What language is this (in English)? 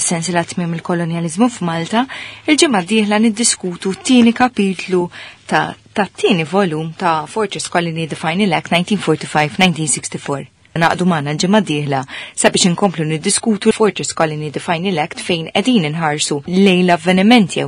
Maltese